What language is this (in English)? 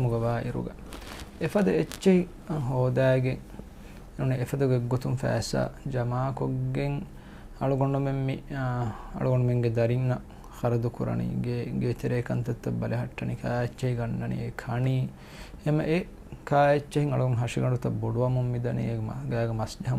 Divehi